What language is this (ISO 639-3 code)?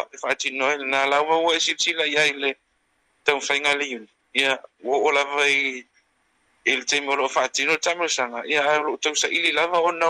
smo